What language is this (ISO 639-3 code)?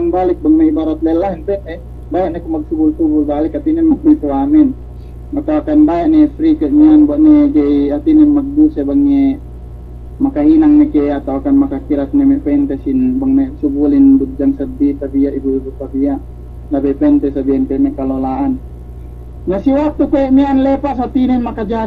yka